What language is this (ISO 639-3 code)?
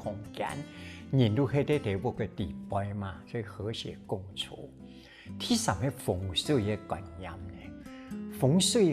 hak